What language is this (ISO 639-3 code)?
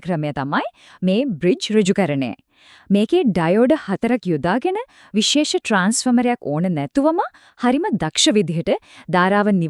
sin